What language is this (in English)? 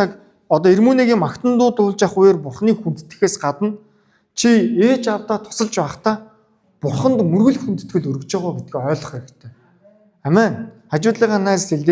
Mongolian